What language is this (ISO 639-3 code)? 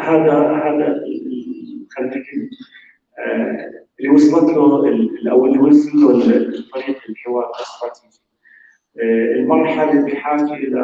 apc